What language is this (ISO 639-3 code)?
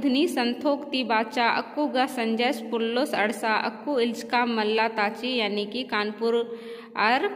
kru